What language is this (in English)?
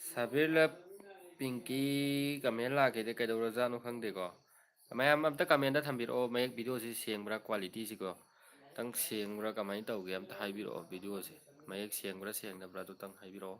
Manipuri